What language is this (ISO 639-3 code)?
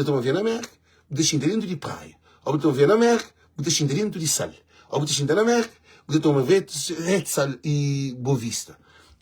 kea